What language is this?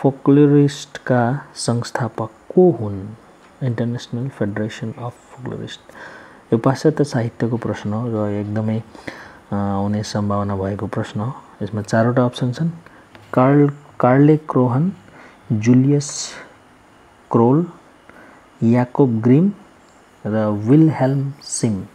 Nepali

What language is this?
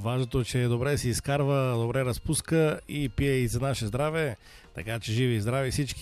Bulgarian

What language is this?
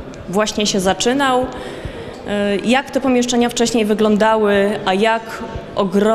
Polish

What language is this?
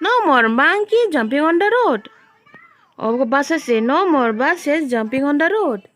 Kok Borok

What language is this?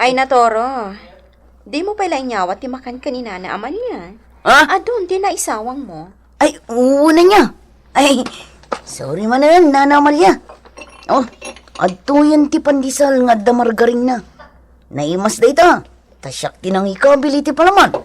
Iloko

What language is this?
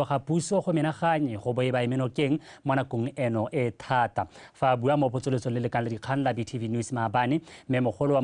Tswana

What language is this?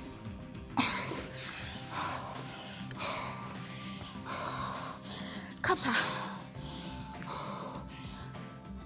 Danish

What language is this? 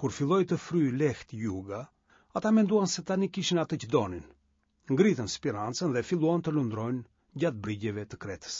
Albanian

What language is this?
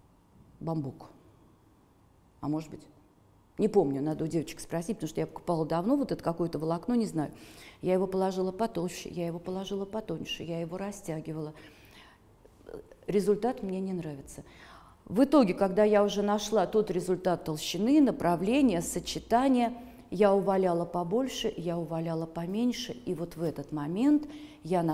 Russian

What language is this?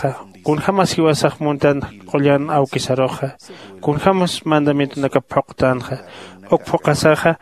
Aymara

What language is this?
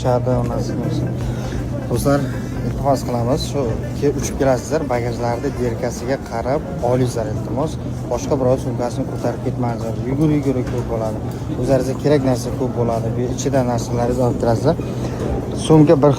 Uzbek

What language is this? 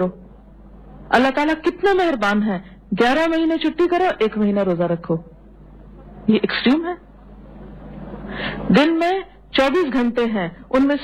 Urdu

